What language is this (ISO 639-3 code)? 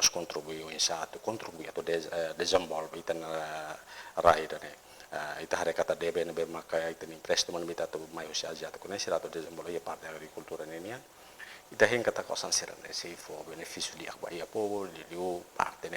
tet